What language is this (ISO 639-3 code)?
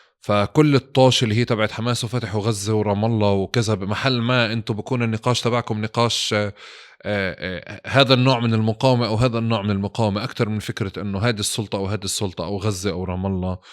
apc